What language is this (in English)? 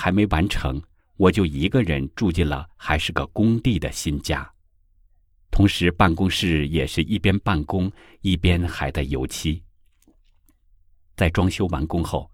Chinese